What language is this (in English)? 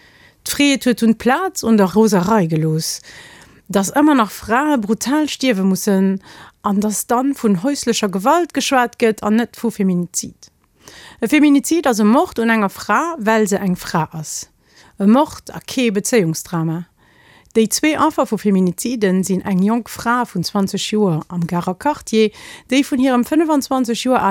Luxembourgish